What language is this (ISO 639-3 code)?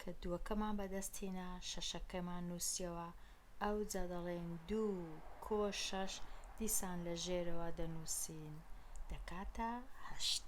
ckb